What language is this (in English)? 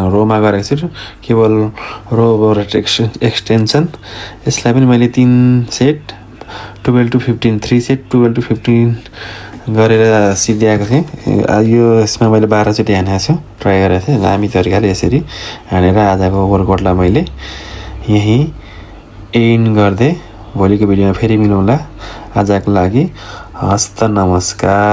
Nepali